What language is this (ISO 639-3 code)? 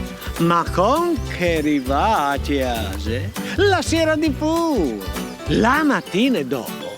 fur